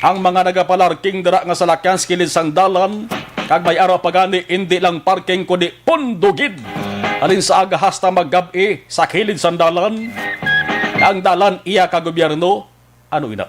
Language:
Hiligaynon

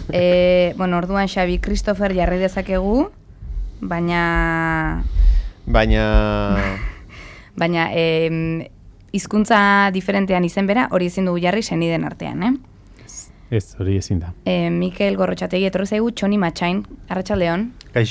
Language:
Basque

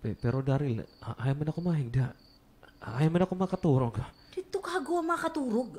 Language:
Waray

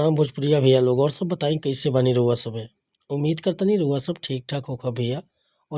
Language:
Bhojpuri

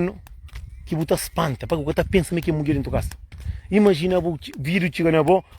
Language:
Kabuverdianu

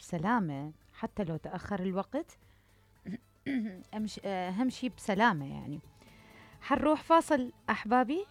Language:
Mesopotamian Arabic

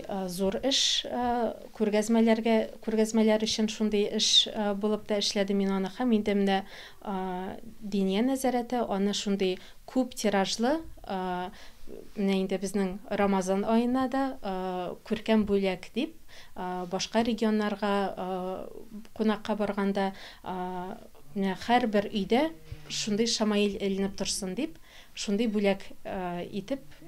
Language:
Tatar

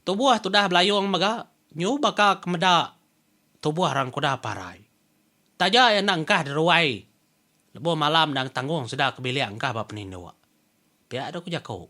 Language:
Iban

